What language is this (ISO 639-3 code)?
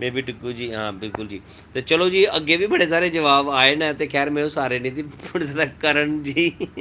doi